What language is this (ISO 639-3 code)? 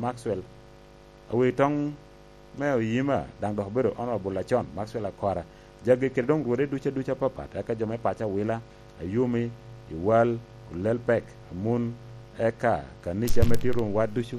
laj